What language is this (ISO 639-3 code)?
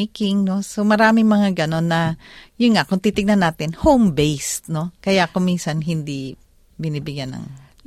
fil